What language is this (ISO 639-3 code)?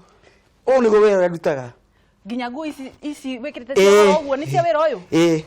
kik